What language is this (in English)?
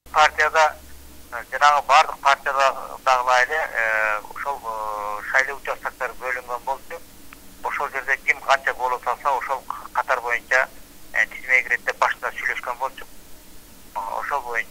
Kyrgyz